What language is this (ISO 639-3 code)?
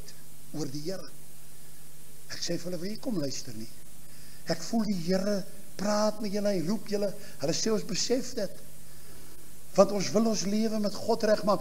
afr